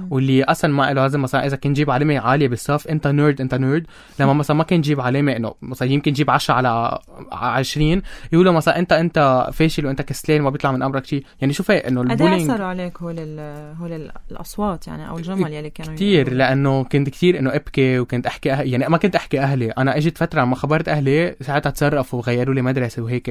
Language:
North Levantine Arabic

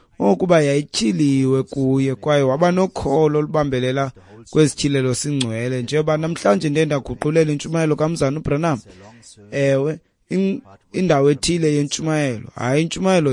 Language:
Xhosa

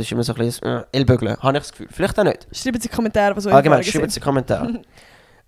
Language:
Swiss German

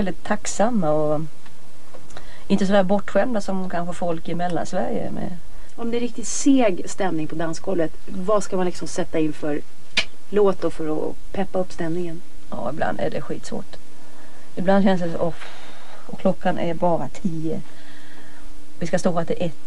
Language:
Swedish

